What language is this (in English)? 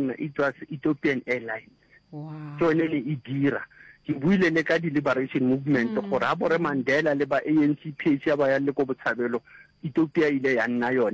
Northern Sotho